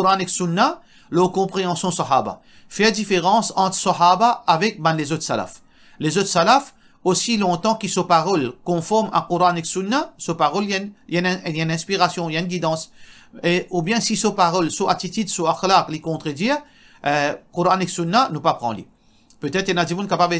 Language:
Morisyen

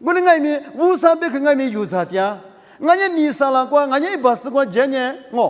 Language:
Lisu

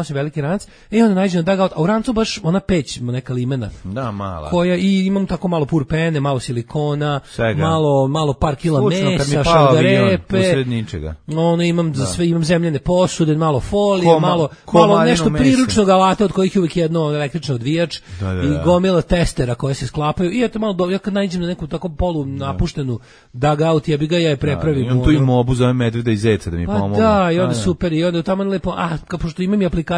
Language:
Serbian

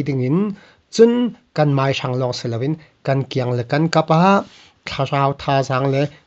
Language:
Falam Chin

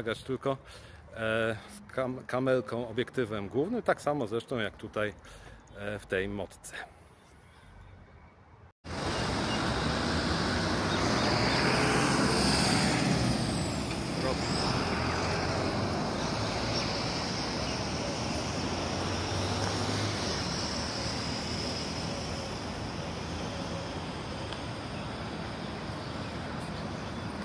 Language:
Polish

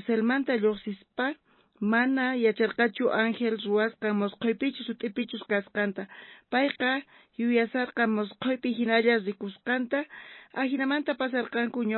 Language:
South Bolivian Quechua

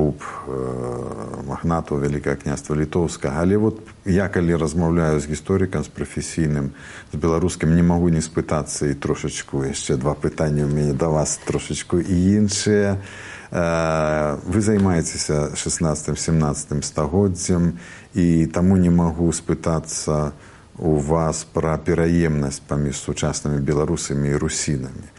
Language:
Belarusian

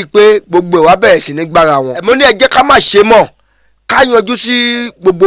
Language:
Yoruba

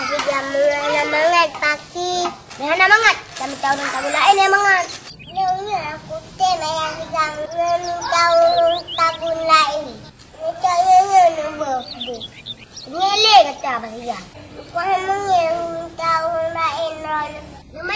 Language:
Achinese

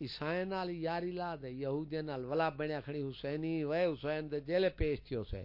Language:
Saraiki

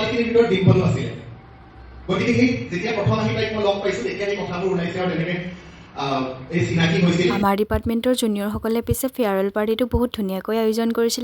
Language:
Assamese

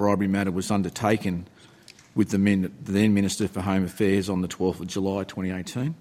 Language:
Kurdish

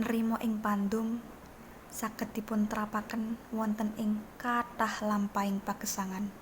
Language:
Javanese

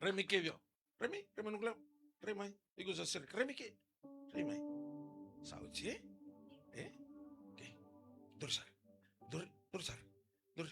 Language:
Fijian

